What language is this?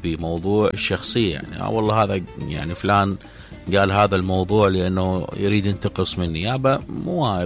Mesopotamian Arabic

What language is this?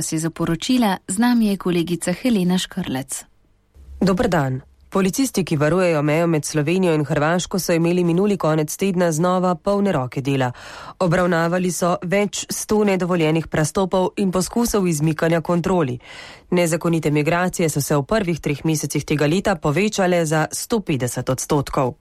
Slovenian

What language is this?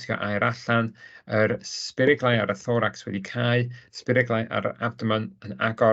Welsh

